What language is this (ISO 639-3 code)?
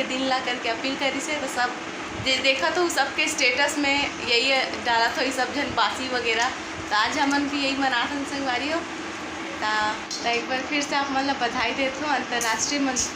hne